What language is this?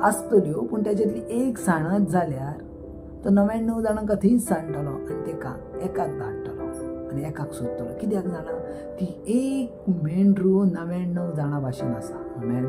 Konkani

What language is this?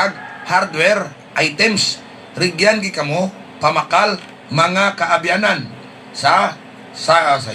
Hiligaynon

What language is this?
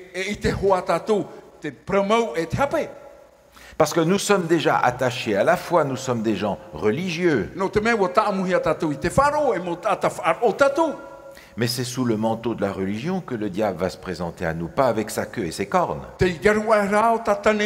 Tahitian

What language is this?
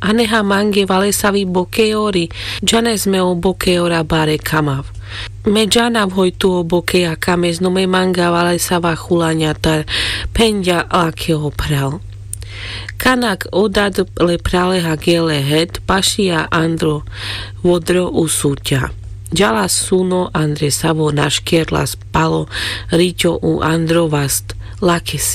Carpathian Romani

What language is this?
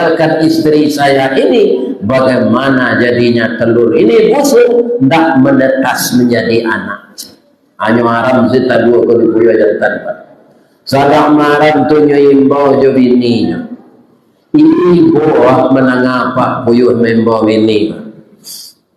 Minangkabau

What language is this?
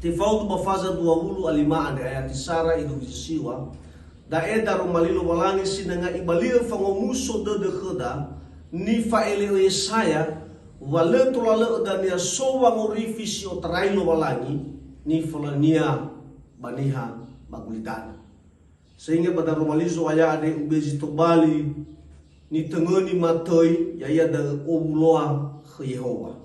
Nias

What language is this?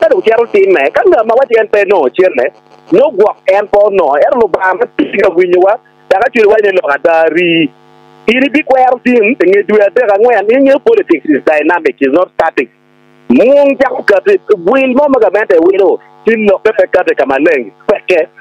Acoli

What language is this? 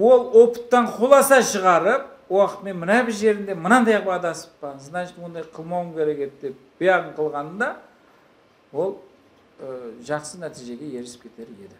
Kara-Kalpak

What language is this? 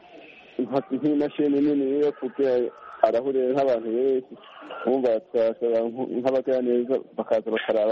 Kinyarwanda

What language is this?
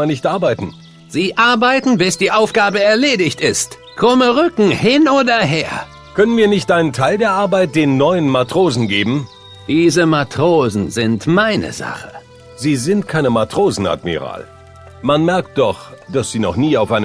Bavarian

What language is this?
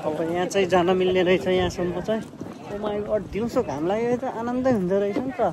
Nepali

